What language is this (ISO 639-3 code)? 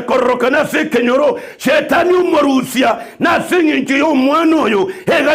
guz